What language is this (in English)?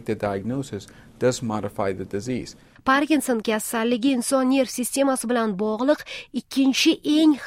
Uzbek